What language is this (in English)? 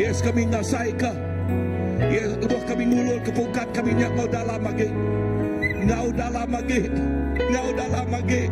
Iban